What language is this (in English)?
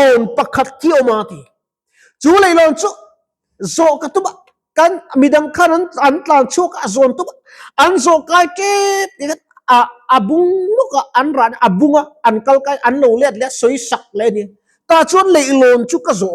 Mizo